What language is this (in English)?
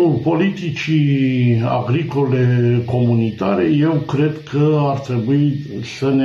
Romanian